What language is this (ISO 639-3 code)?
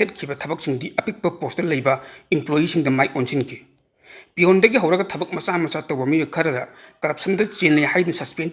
mni